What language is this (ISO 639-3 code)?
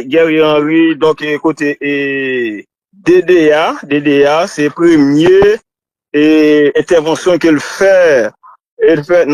hat